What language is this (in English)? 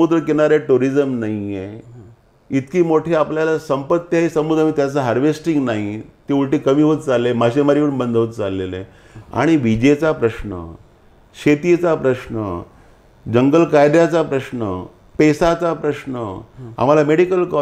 Marathi